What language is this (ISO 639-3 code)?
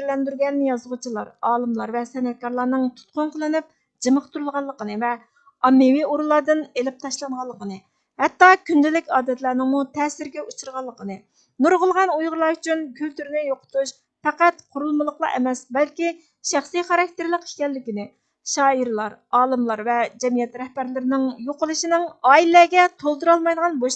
uig